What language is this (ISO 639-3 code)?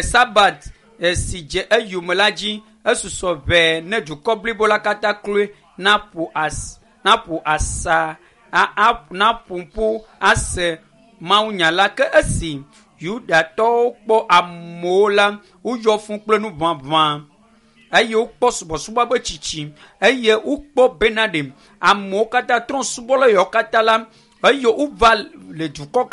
ewe